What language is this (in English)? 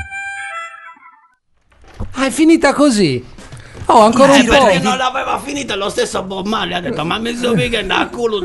Italian